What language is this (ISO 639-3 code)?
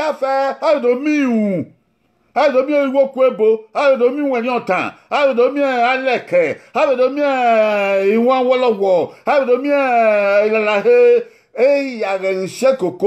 bin